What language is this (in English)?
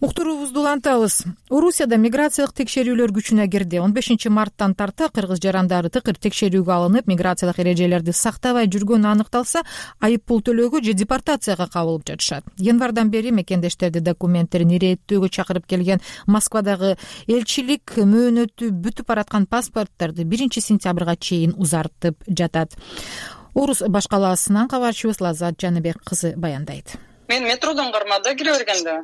Kyrgyz